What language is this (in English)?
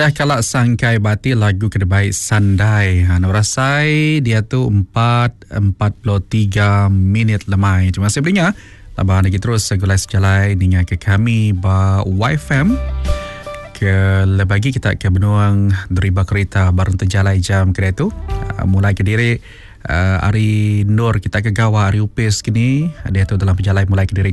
Iban